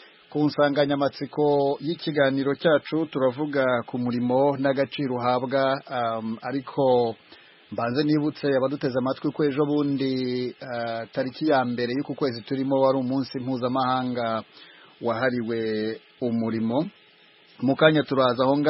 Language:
Kinyarwanda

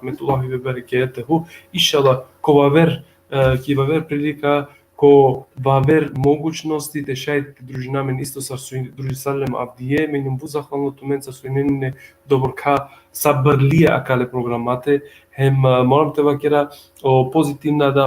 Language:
Balkan Romani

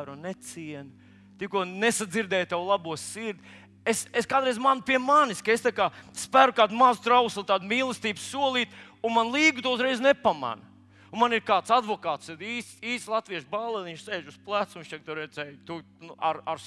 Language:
Latvian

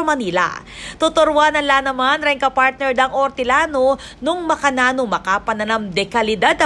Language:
Pampanga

